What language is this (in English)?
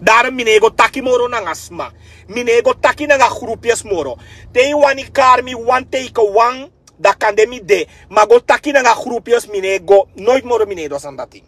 Sranan Tongo